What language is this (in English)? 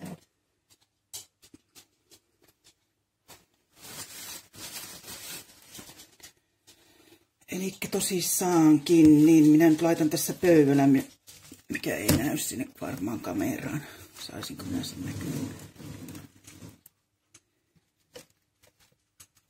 Finnish